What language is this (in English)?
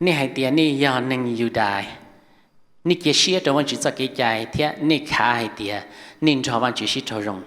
Hmong